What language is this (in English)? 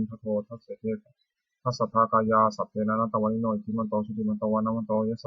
Pali